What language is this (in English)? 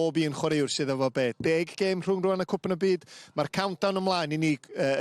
Welsh